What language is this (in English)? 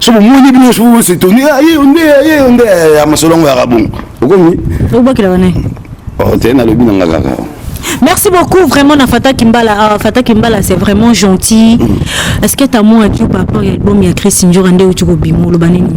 Lingala